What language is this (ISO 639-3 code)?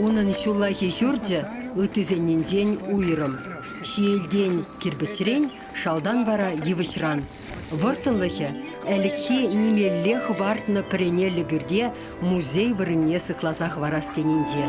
chv